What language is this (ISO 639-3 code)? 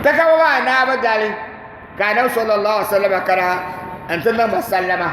dag